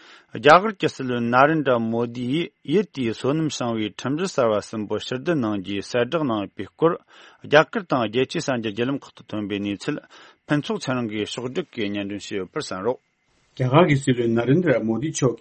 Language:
Tibetan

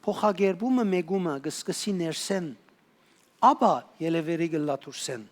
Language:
Western Armenian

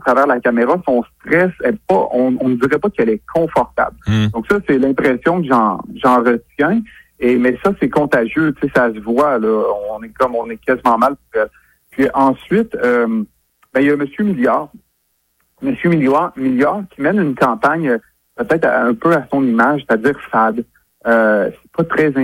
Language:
French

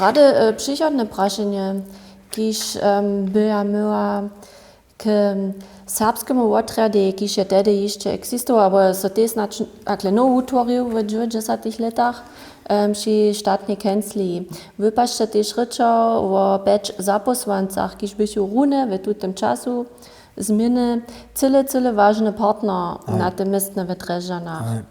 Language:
Upper Sorbian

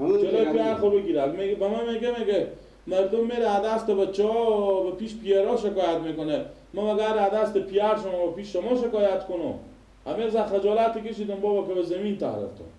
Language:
Persian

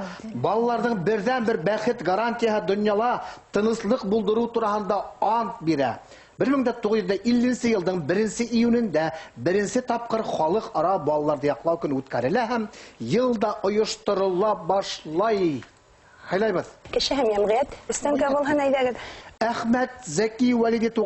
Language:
Bashkir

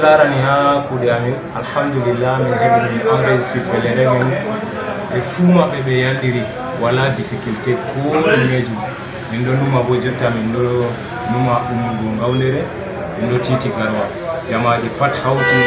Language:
Fula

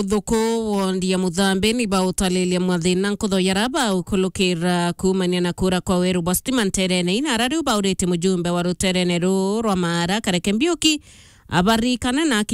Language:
Meru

